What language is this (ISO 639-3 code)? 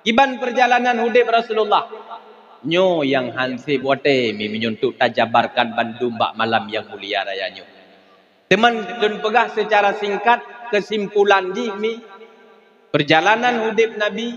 ace